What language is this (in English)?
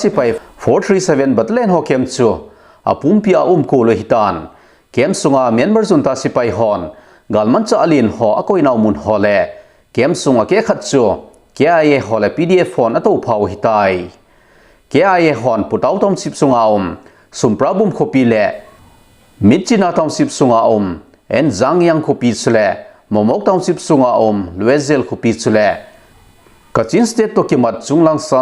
Thado Chin